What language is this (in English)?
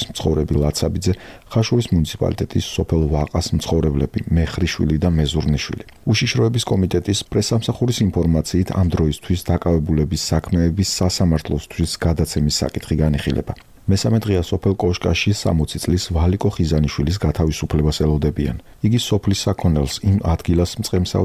Georgian